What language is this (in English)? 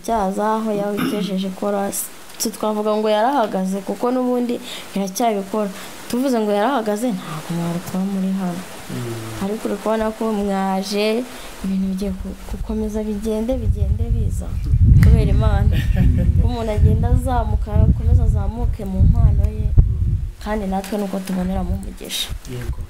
Kinyarwanda